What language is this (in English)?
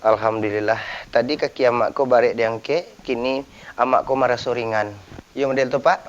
Minangkabau